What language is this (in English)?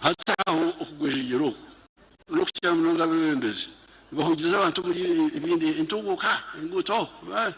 Nyankole